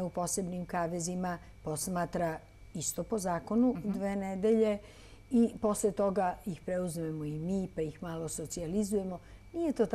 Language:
Serbian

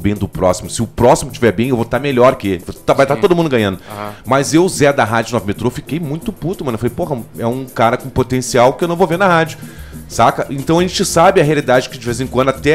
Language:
Portuguese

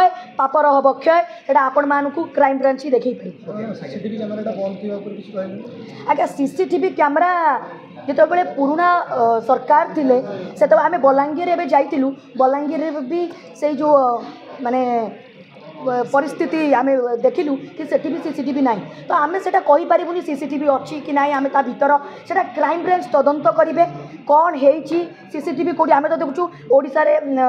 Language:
Odia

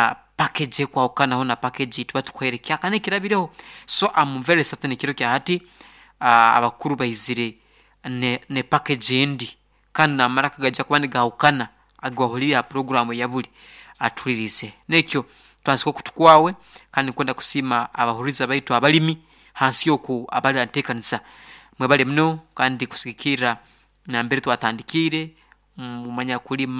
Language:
Nyoro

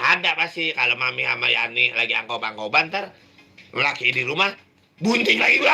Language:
Betawi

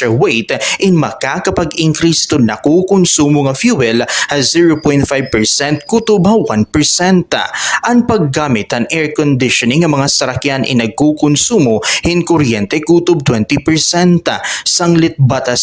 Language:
Waray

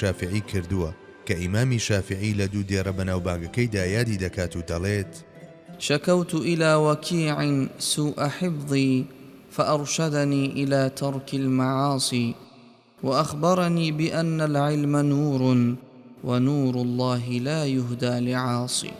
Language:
Central Kurdish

